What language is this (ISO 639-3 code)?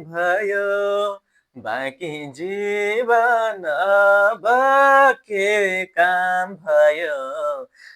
nep